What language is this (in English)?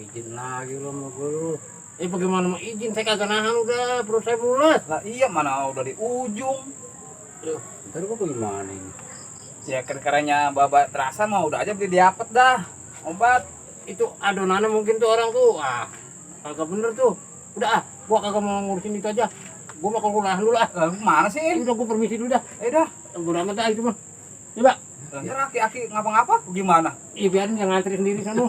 Betawi